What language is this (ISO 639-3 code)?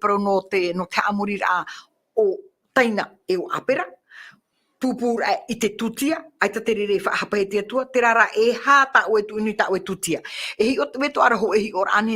tah